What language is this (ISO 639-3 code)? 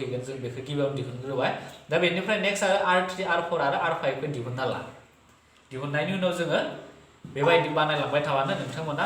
brx